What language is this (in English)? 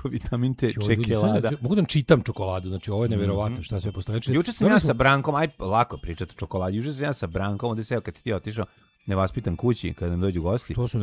Serbian